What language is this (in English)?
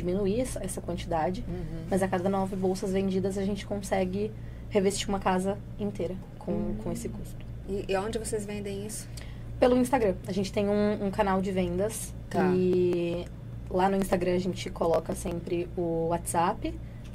Portuguese